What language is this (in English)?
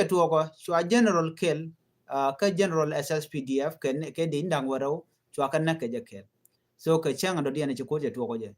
Nuer